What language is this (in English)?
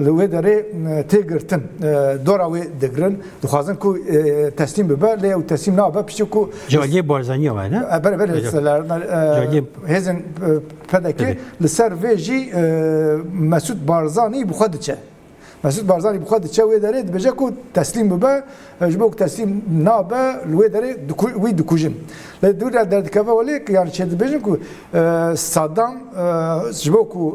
Kurdish